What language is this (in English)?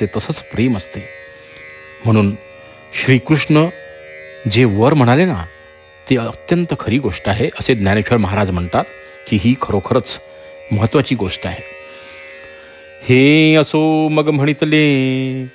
Marathi